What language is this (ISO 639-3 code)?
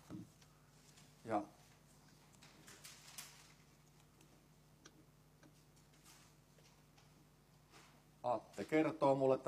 fin